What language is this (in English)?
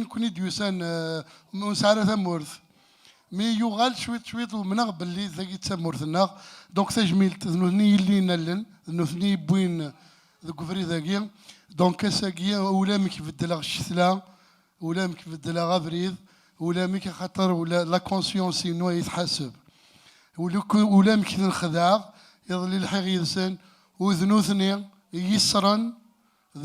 Kabyle